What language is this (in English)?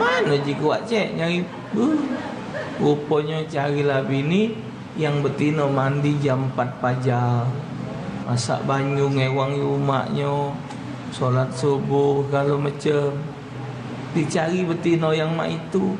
Musi